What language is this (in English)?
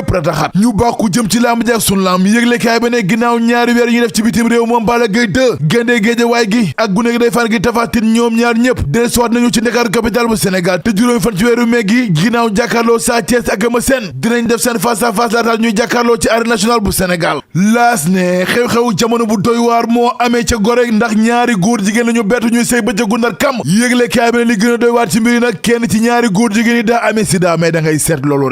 Wolof